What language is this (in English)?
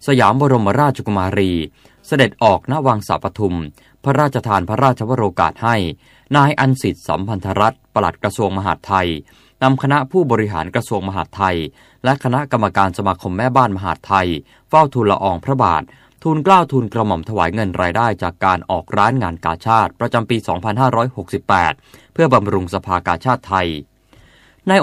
Thai